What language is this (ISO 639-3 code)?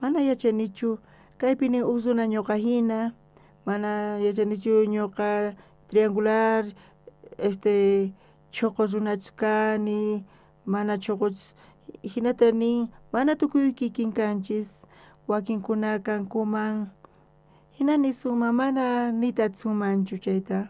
quh